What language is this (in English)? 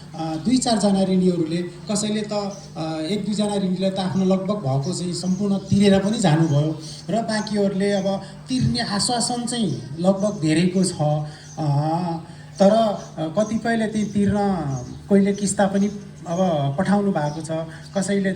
Nepali